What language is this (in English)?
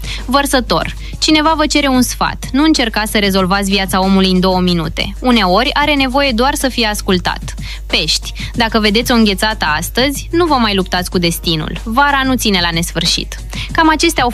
Romanian